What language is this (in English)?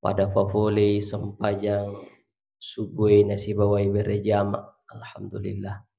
Buginese